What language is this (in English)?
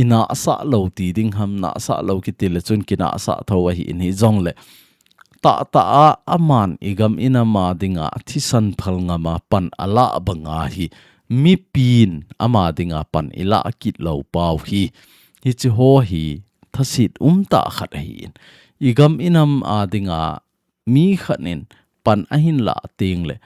Thado Chin